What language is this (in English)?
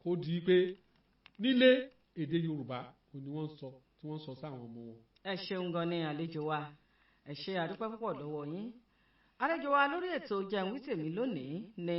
Yoruba